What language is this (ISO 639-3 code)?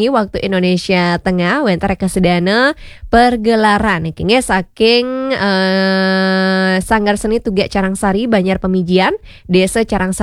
ban